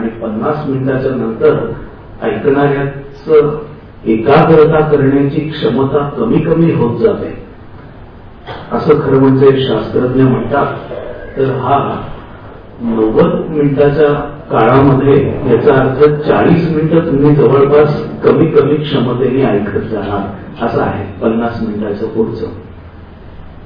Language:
Marathi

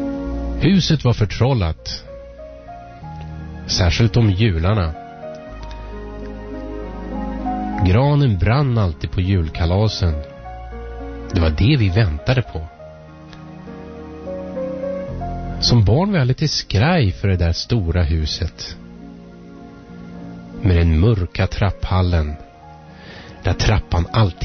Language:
Swedish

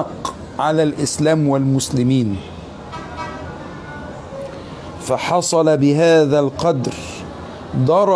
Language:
Arabic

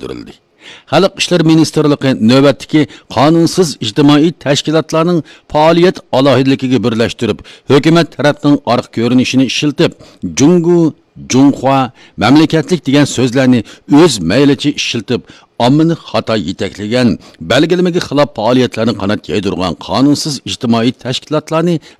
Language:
Uyghur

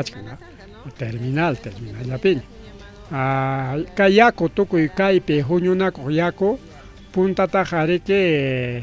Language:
Ayacucho Quechua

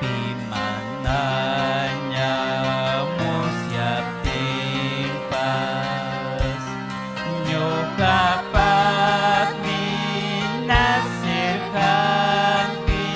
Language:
Ayacucho Quechua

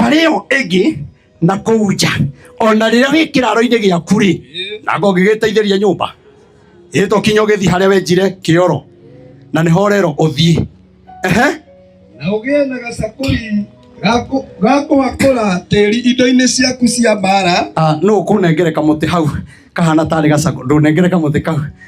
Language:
Kikuyu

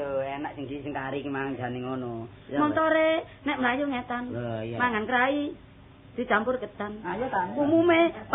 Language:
Javanese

